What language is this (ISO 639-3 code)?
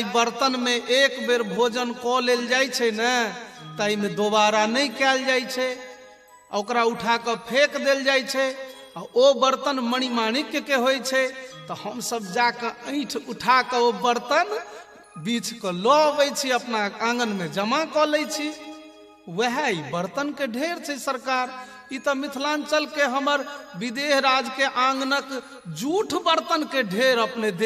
mai